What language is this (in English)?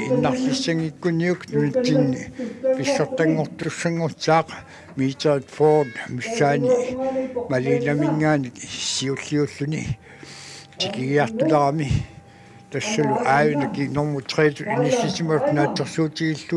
Kalaallisut